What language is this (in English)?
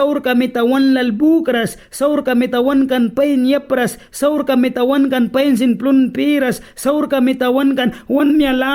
Mískito